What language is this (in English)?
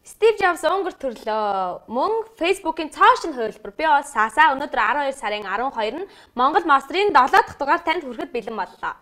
Mongolian